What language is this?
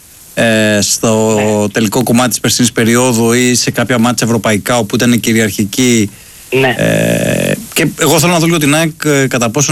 Greek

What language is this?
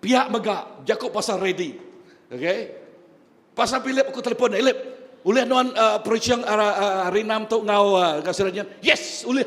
Iban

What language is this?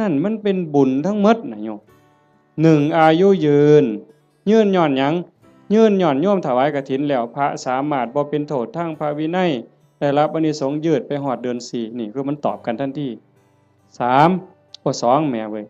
Northeastern Thai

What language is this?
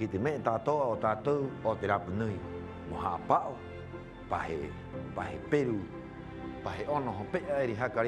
Rapanui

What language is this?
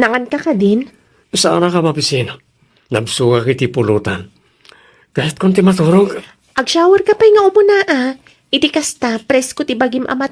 Iloko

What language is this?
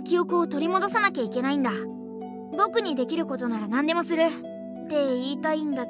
Japanese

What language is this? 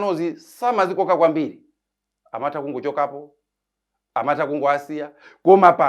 Nyanja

